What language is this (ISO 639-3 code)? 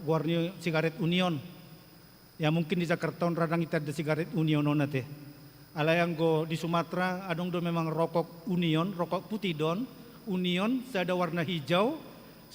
bbc